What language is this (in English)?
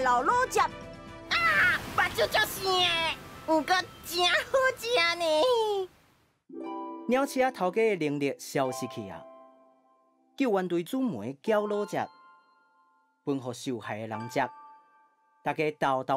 Min Nan Chinese